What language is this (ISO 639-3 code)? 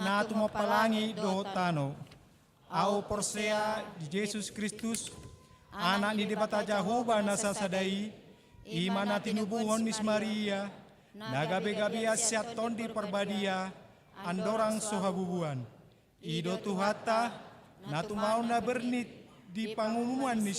bbc